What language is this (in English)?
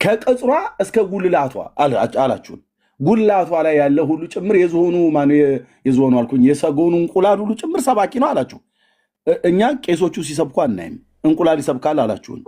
Amharic